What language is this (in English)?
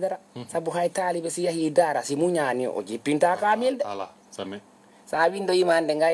Fula